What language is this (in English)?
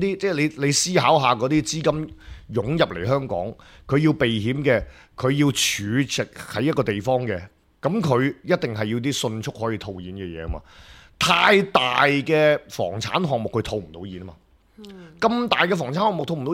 Cantonese